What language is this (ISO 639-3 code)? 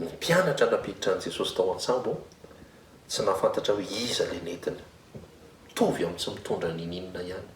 mlg